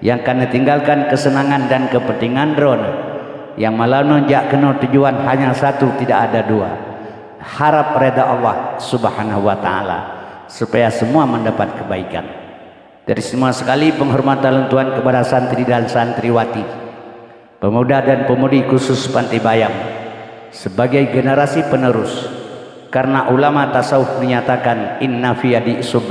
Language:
Achinese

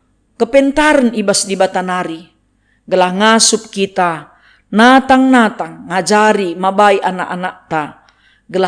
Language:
Batak Karo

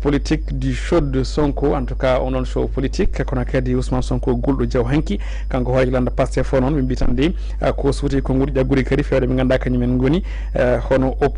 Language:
Fula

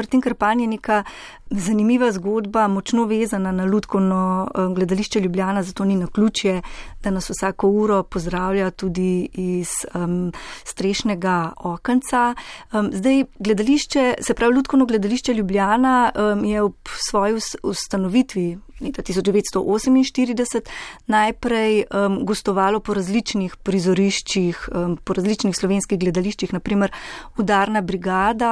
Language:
Slovenian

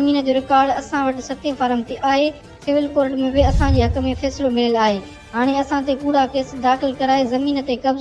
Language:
Sindhi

